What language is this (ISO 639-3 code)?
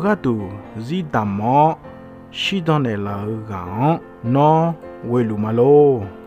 ahk